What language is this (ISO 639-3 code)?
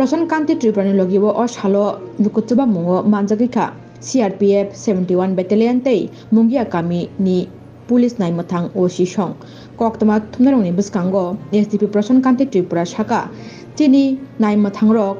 trp